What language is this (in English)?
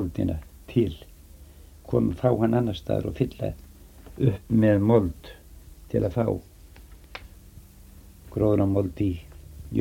Icelandic